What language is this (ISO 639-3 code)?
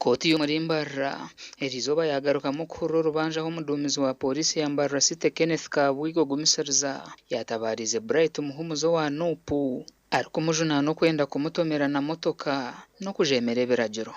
nyn